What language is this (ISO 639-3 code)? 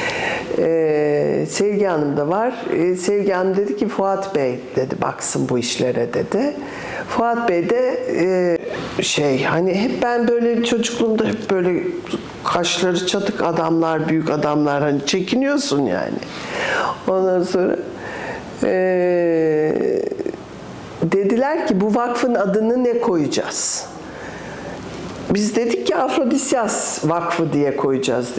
tur